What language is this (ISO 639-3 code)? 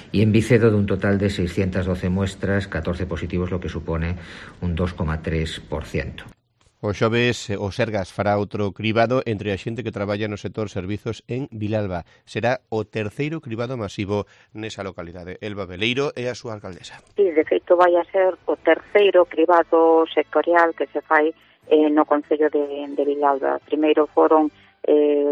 glg